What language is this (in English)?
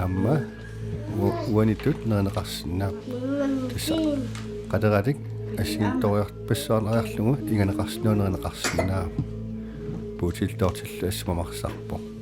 Kalaallisut